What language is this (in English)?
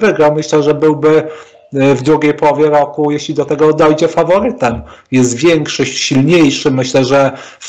Polish